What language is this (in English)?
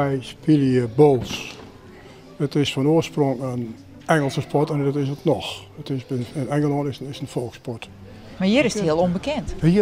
Western Frisian